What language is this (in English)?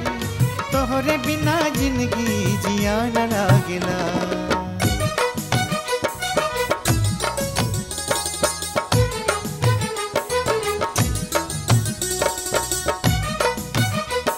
Bhojpuri